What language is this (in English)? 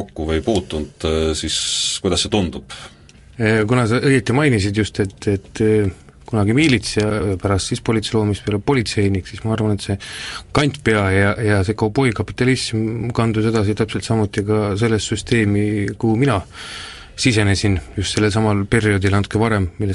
Estonian